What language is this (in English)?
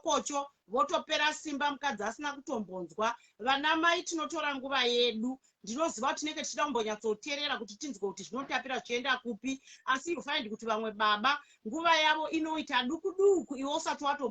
Shona